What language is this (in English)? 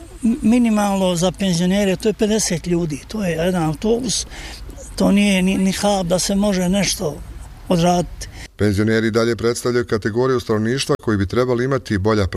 Bosnian